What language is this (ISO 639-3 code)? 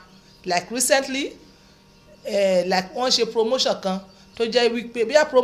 yor